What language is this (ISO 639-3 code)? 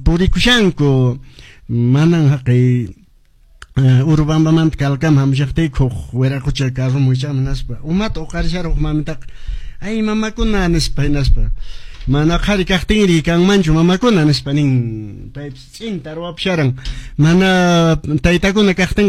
que